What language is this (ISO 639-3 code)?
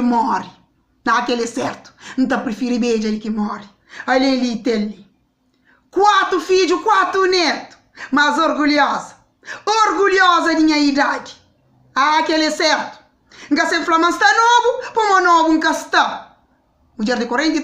kea